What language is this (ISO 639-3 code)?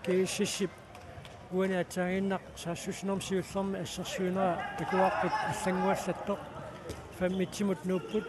kal